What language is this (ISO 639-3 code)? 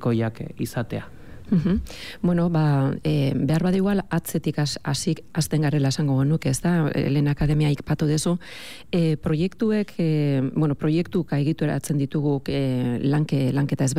eus